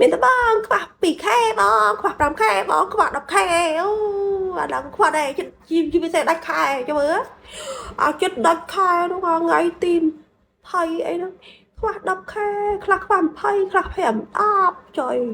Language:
Khmer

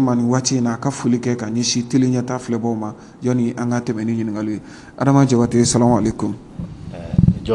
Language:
Bambara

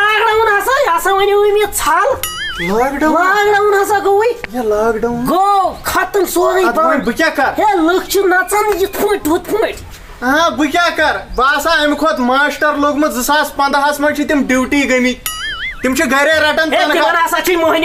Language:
Kashmiri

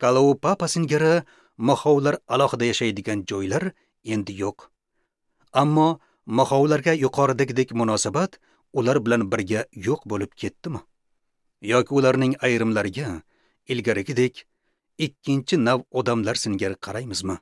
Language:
Uzbek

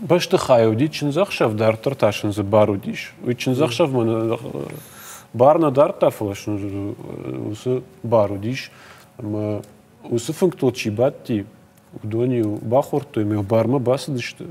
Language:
Ossetic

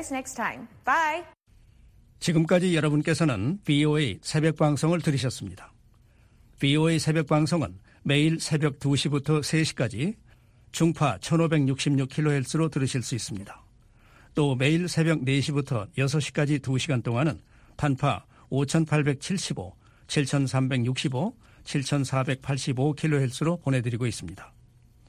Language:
Korean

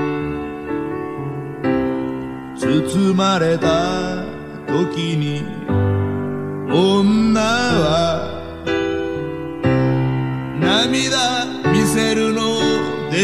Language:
Japanese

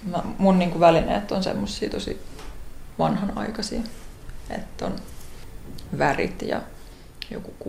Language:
Finnish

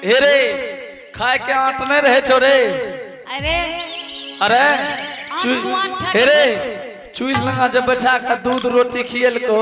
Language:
Angika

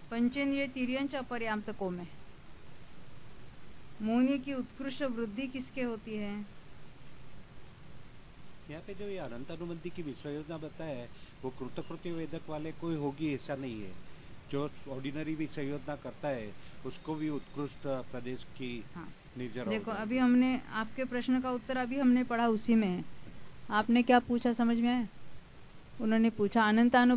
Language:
Hindi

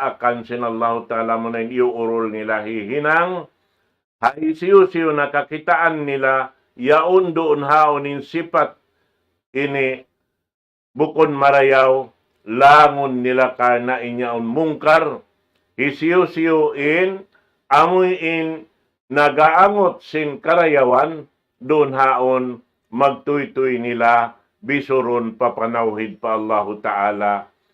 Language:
Tausug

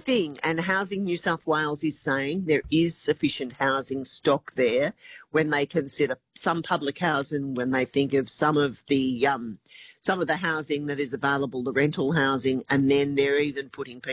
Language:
English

